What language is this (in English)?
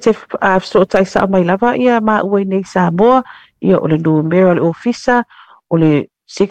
Samoan